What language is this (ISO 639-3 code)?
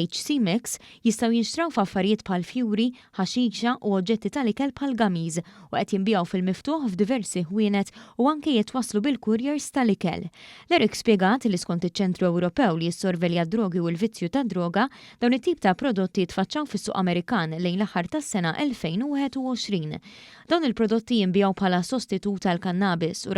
mlt